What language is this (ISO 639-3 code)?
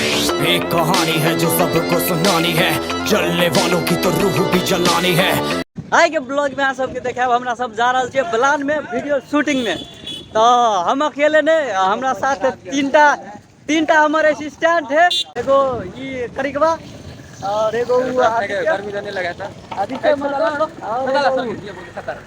mai